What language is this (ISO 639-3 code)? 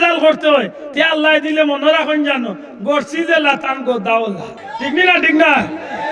syl